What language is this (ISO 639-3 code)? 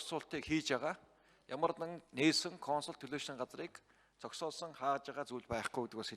mon